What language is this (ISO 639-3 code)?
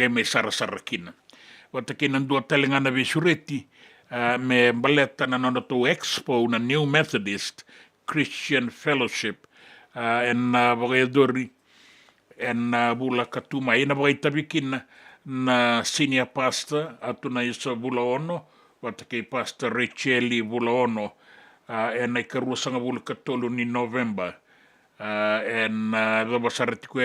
fij